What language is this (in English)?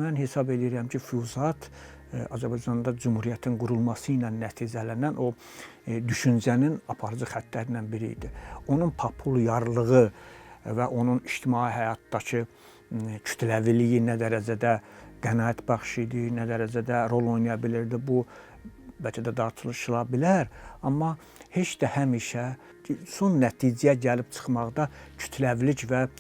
Azerbaijani